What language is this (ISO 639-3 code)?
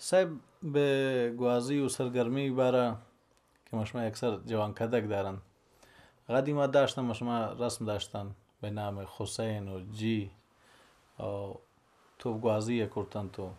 bal